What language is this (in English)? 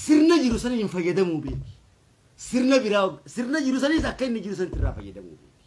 Oromo